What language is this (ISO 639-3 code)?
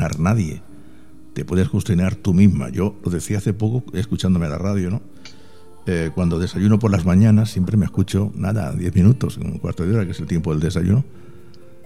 spa